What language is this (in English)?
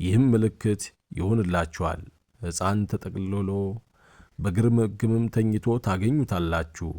Amharic